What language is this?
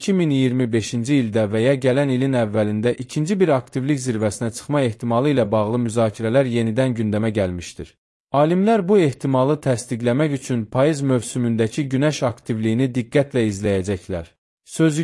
Azerbaijani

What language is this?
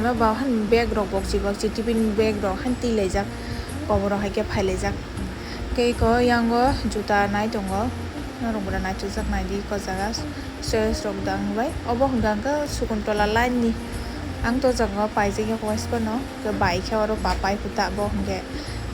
Kok Borok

